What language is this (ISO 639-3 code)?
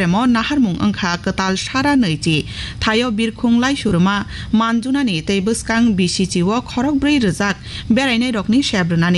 trp